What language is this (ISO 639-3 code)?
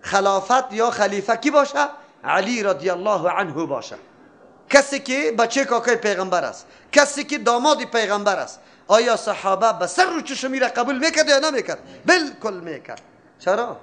fas